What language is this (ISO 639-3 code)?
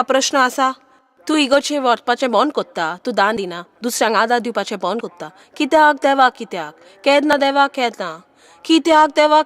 kok